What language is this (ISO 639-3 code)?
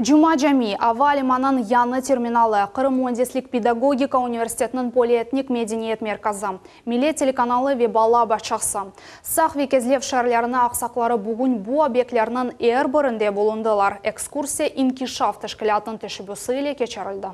crh